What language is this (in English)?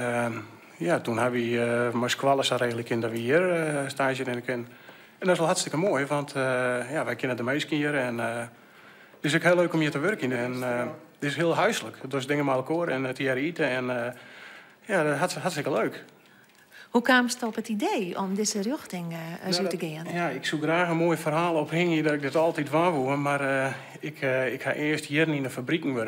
Western Frisian